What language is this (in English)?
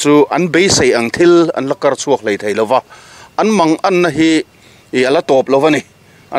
Mizo